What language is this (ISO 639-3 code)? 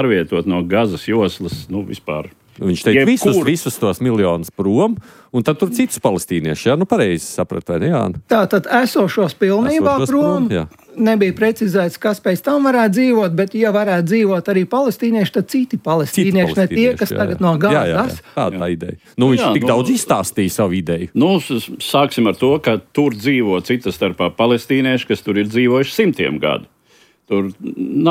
lav